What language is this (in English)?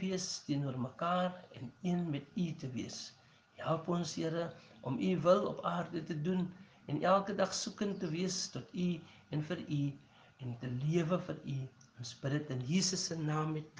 Afrikaans